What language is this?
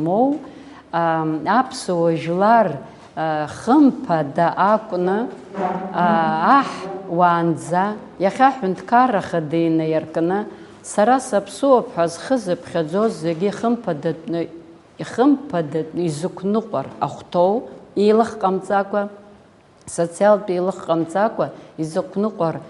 Abkhazian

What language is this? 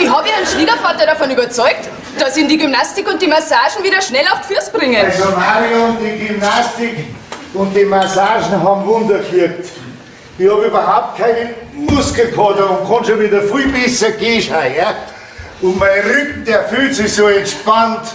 Bavarian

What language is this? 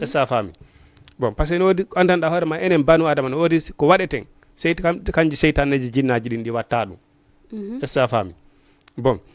Fula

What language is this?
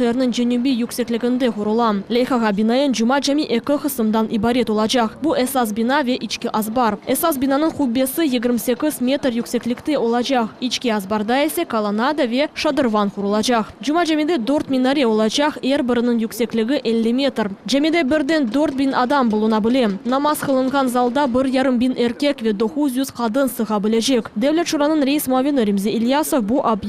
Crimean Tatar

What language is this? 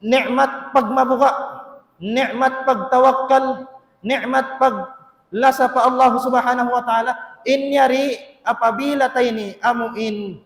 Tausug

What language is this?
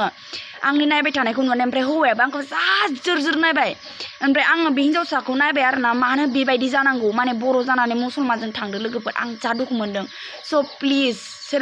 Bodo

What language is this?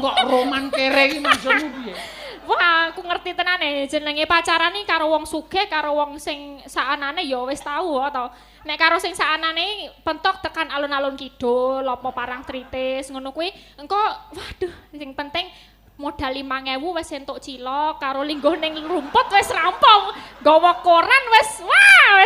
Javanese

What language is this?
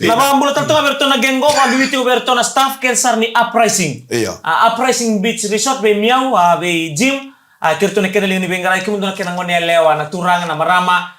Fijian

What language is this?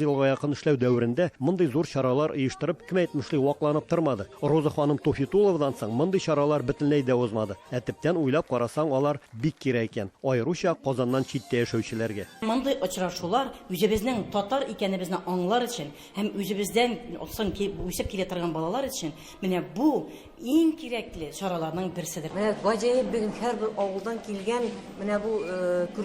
Tatar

